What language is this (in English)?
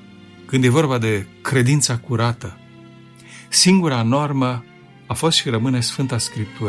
Romanian